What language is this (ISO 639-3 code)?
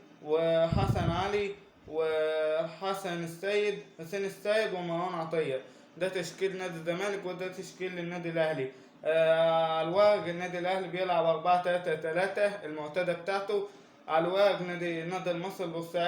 arz